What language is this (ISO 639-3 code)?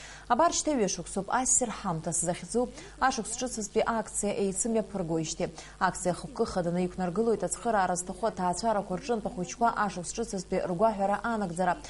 abk